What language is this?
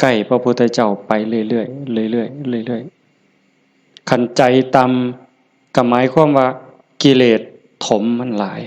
Northeastern Thai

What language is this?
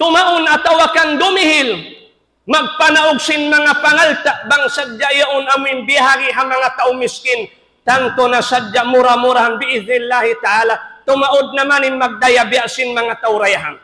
Tausug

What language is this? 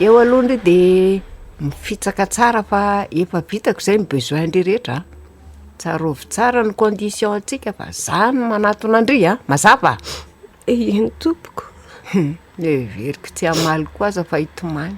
Malagasy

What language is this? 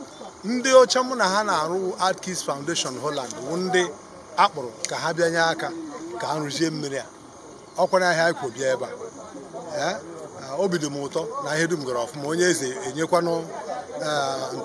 Igbo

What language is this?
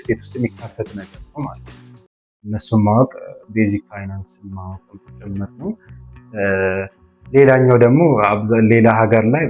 Amharic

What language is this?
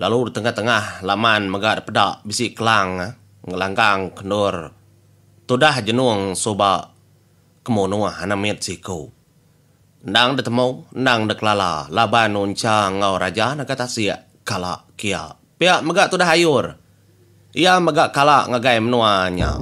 Iban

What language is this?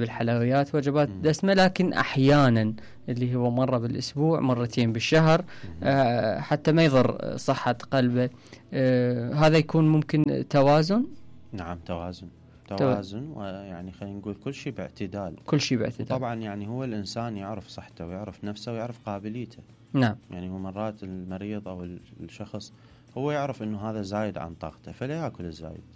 Mesopotamian Arabic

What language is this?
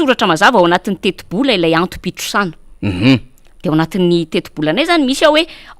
Malagasy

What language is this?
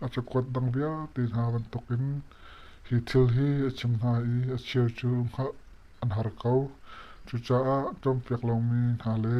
Hakha Chin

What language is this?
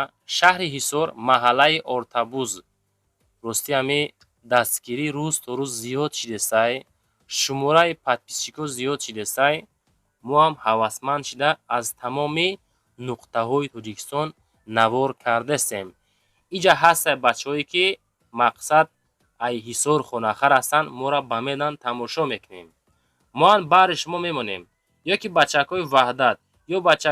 Tajik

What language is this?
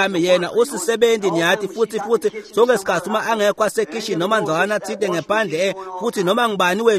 Swati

